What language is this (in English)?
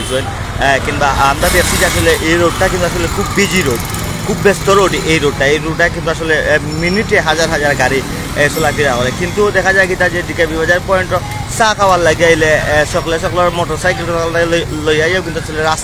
Sylheti